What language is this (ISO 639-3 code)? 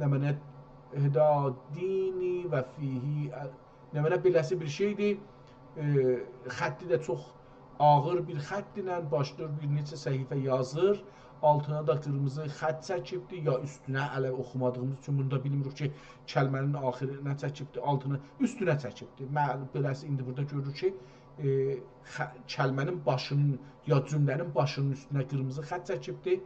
azb